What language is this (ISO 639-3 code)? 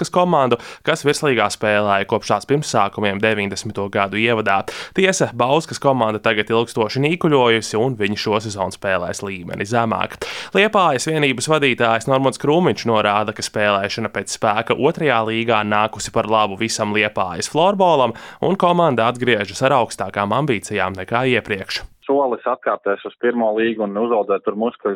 lav